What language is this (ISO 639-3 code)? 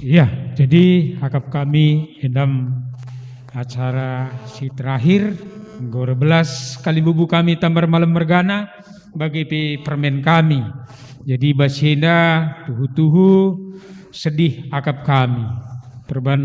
btx